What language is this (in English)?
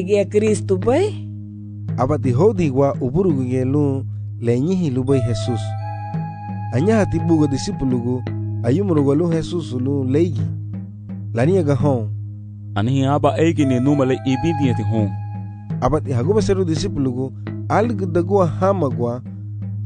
Garifuna